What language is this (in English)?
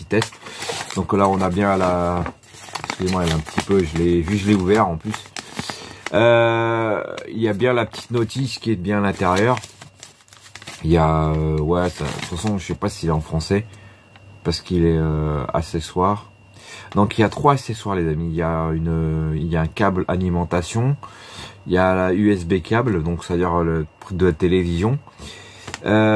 French